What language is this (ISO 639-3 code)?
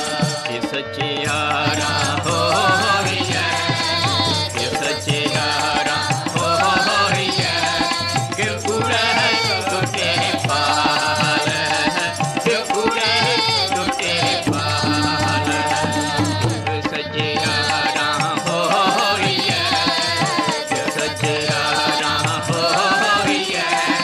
pan